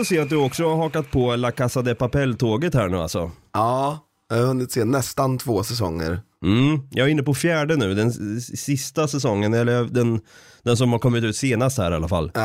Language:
Swedish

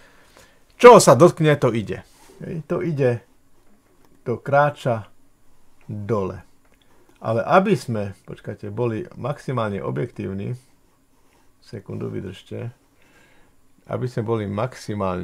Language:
Slovak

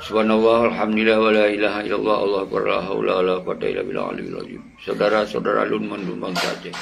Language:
Achinese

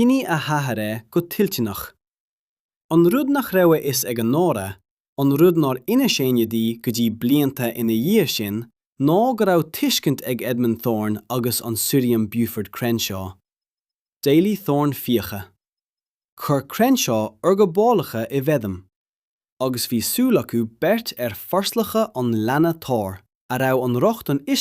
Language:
Irish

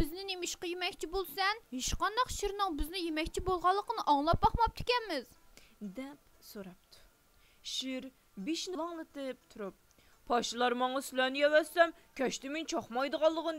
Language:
Uyghur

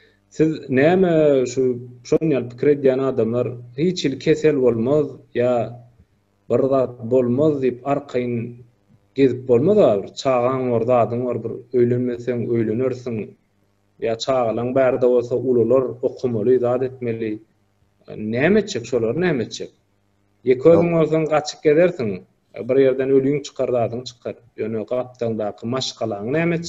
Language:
Turkmen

